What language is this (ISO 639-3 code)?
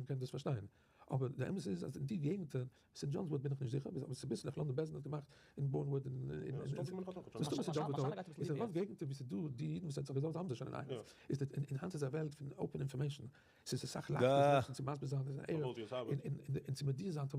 yid